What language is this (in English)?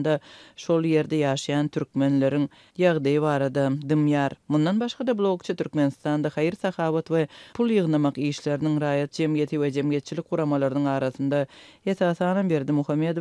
Turkmen